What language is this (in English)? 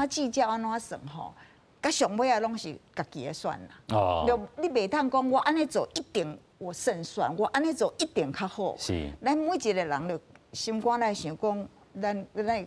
Min Nan Chinese